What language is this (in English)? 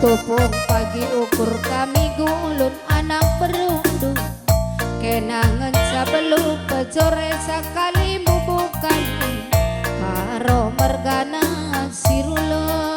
Batak Karo